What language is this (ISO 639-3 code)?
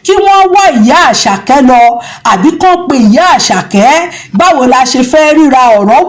yor